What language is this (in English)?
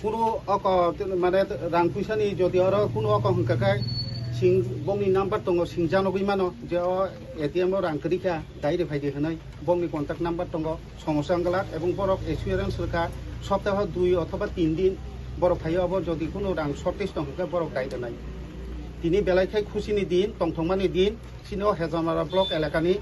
Kok Borok